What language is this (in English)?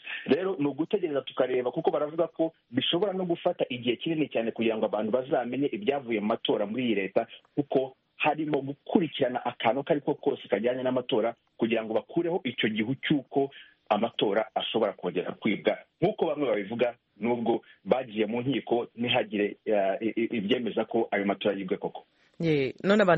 Kinyarwanda